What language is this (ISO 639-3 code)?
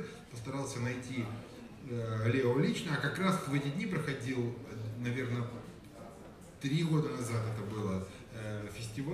rus